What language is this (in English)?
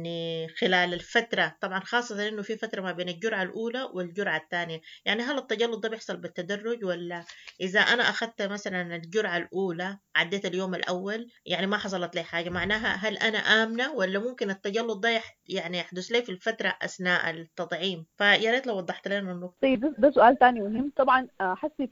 Sudanese Arabic